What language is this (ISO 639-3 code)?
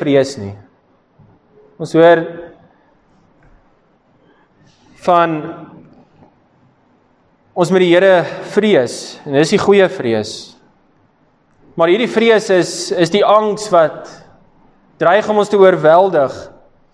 afr